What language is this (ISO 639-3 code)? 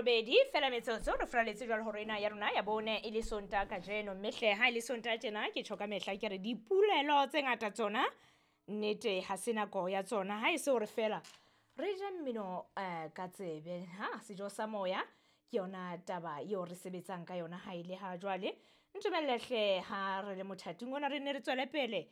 sot